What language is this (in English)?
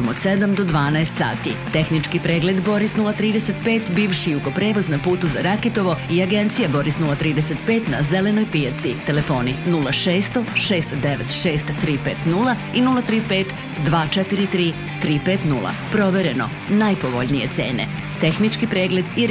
Serbian